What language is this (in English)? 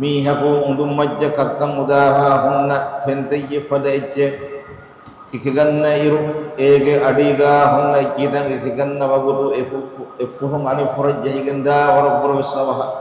Divehi